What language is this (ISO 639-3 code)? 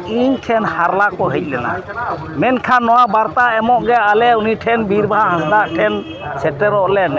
sat